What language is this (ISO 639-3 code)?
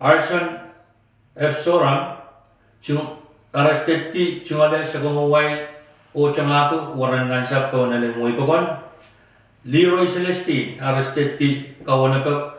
pon